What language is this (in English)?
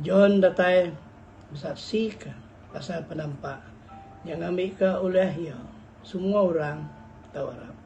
Iban